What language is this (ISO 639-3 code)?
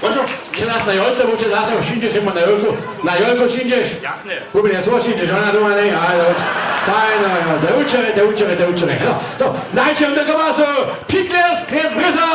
hsb